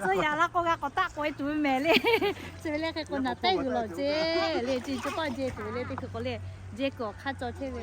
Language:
Lahu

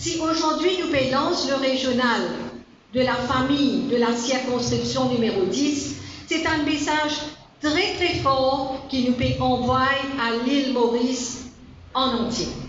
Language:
Morisyen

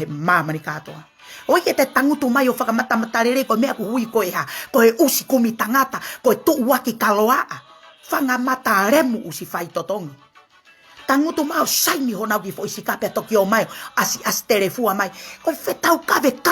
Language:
Tongan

